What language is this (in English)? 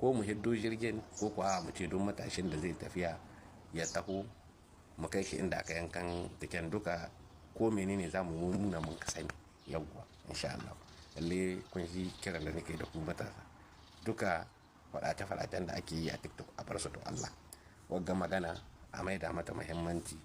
Hausa